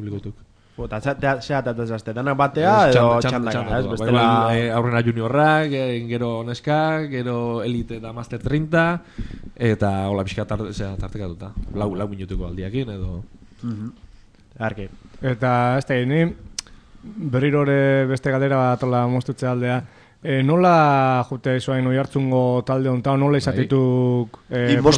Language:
Basque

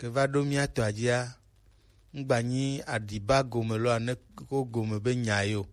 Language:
Gen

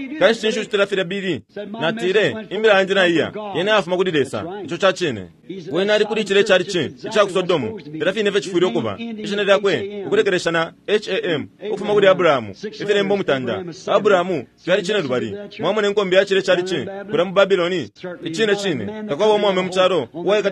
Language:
Bemba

